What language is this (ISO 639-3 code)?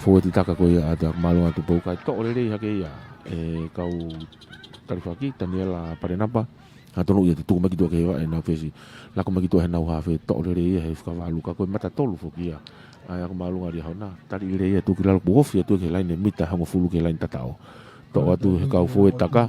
ton